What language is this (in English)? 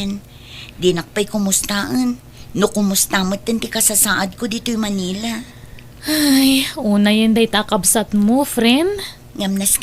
Iloko